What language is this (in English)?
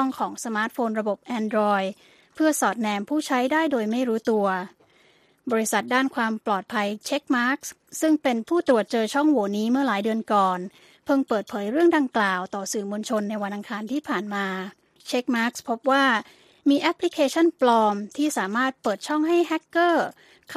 Thai